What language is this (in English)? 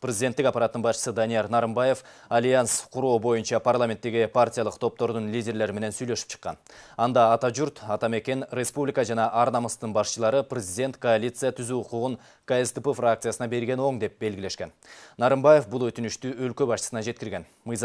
Kyrgyz